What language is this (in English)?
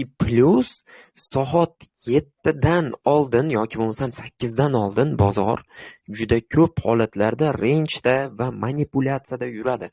Uzbek